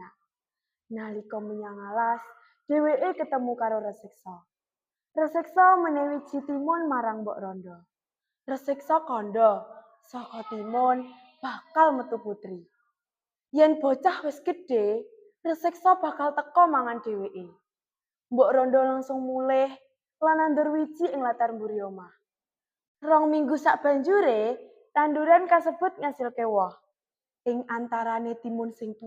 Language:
Javanese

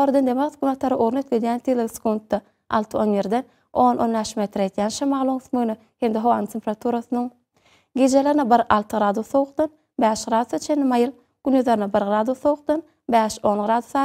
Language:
Turkmen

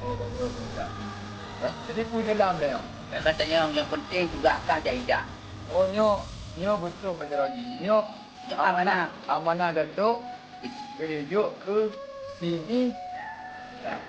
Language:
Achinese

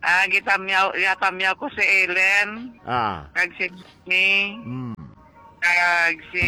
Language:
Hiligaynon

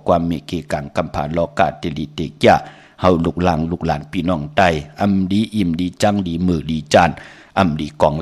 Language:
Shan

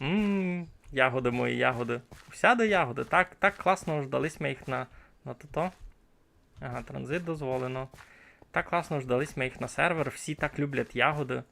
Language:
Rusyn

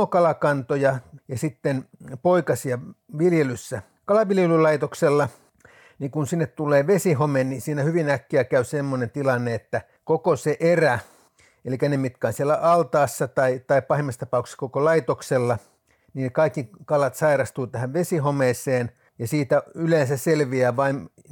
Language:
Finnish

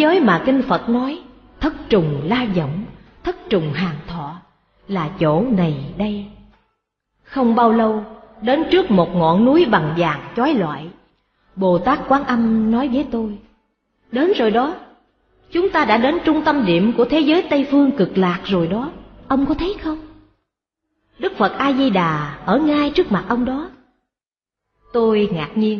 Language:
Vietnamese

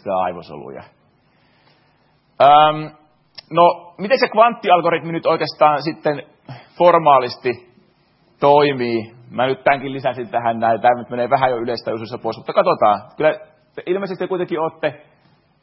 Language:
Finnish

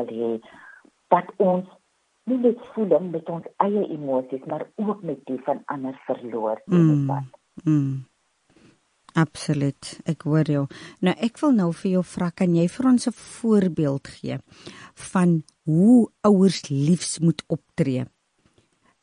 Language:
Afrikaans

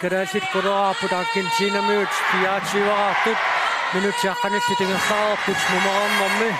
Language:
Kalaallisut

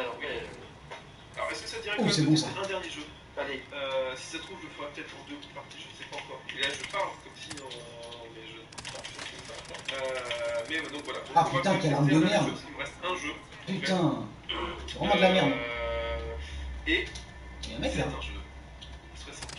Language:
French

